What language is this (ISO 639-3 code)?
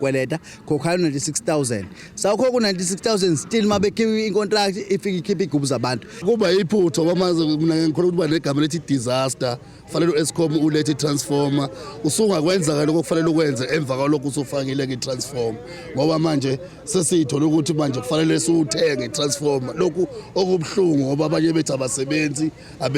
zul